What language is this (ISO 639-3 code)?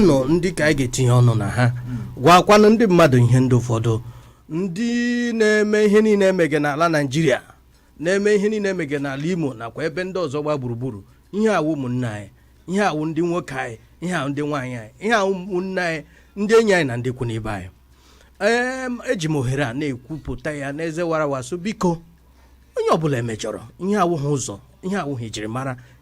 ibo